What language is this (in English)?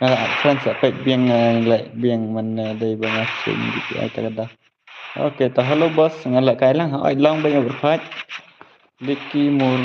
Khasi